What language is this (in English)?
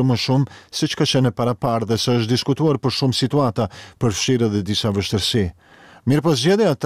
Albanian